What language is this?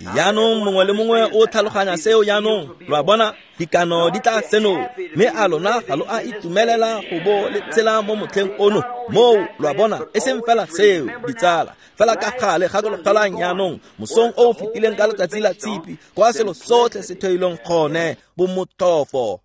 Tswana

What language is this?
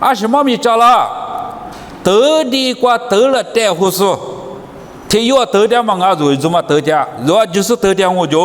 Lisu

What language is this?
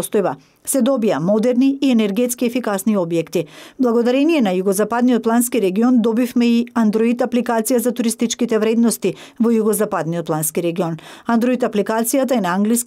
Macedonian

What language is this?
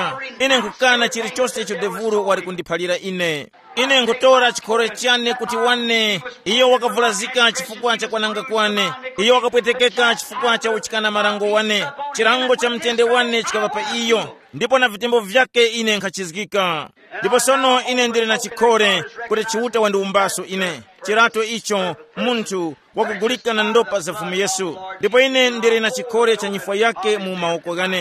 Tumbuka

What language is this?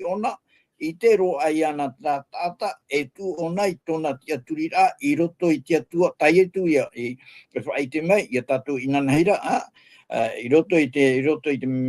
Tahitian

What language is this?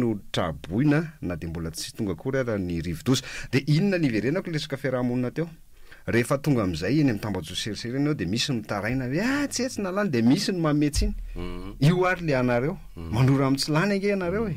Malagasy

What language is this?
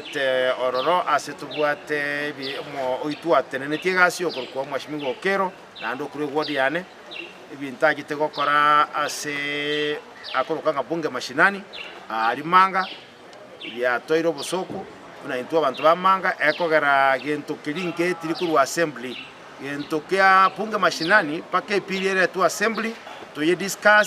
Gusii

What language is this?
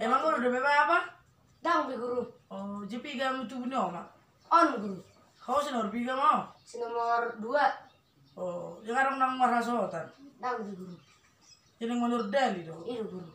Batak Toba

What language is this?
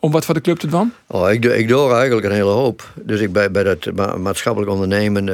Western Frisian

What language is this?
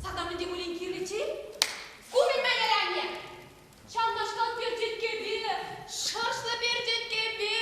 Chuvash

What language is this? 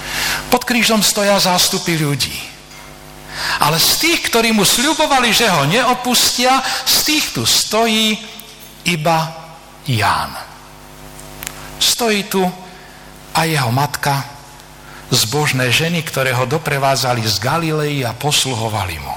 Slovak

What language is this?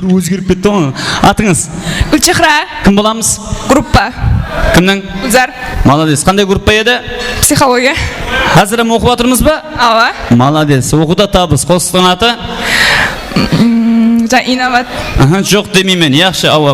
Kara-Kalpak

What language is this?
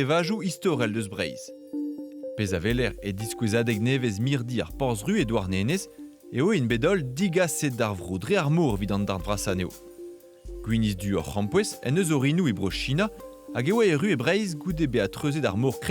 Breton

